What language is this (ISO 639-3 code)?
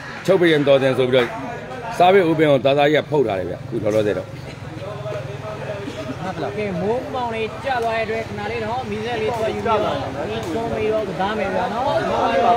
mya